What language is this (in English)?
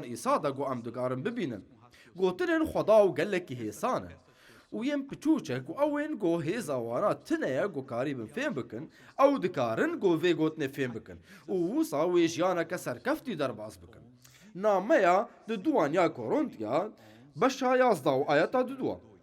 Kurdish